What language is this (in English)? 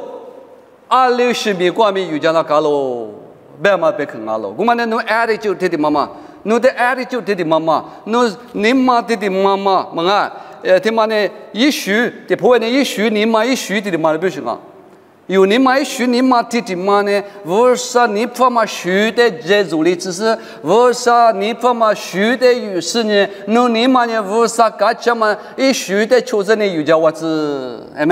Lisu